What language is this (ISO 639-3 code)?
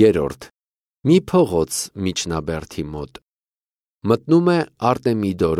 hye